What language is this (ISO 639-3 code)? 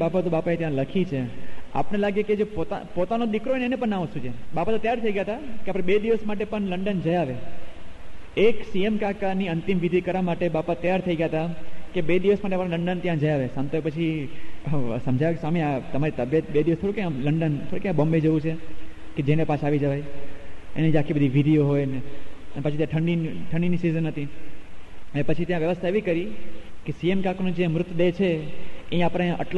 guj